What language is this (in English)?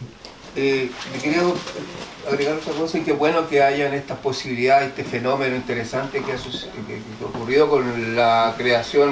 Spanish